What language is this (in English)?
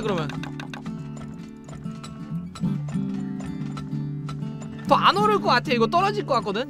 Korean